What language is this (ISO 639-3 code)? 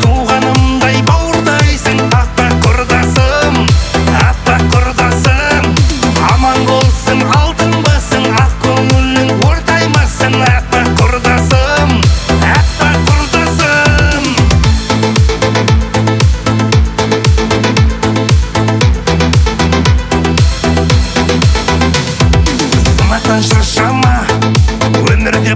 kaz